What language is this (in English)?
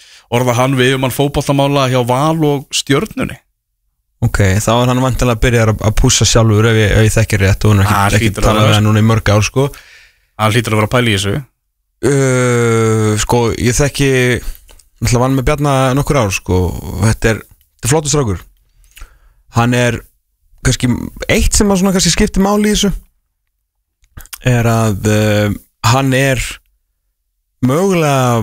Icelandic